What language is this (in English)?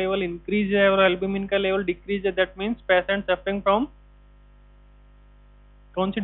Hindi